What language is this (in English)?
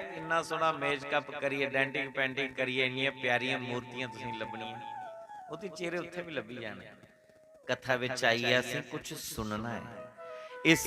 Dogri